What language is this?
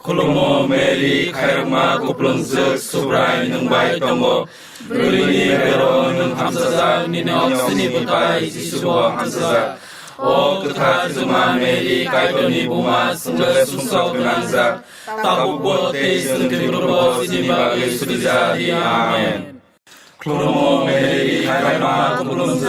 Kok Borok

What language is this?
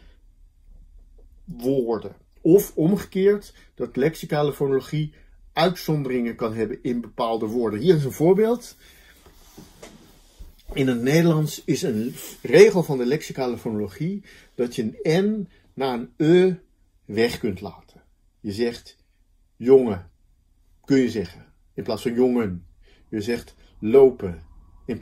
Dutch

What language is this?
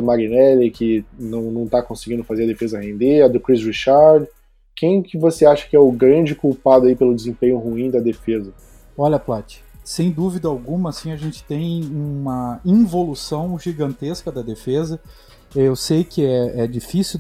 Portuguese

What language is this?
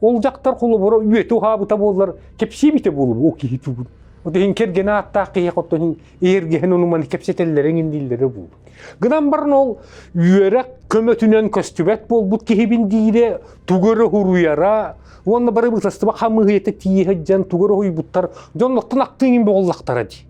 Yakut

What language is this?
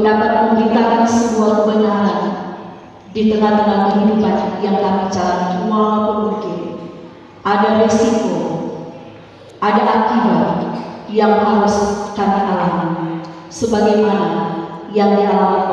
Indonesian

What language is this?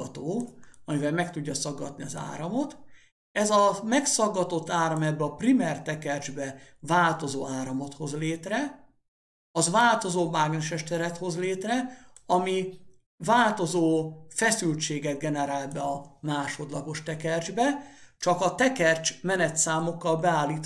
Hungarian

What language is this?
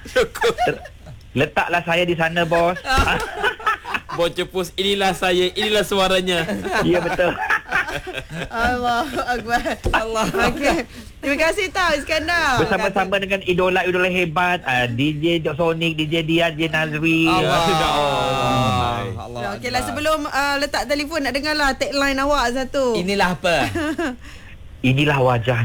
Malay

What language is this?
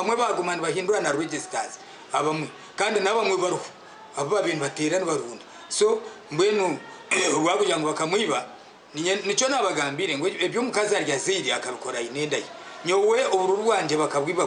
Nyankole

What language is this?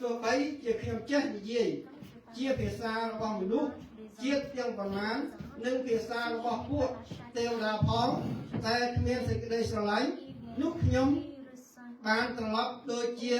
Khmer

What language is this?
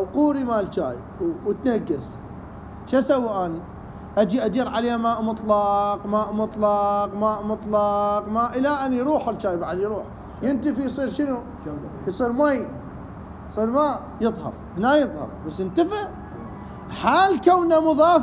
Mesopotamian Arabic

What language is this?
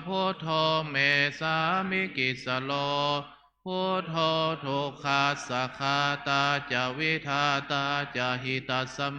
Pali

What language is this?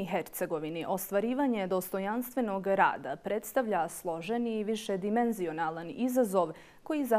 Bosnian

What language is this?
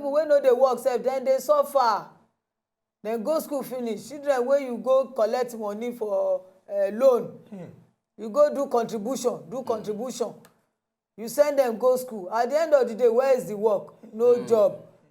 Nigerian Pidgin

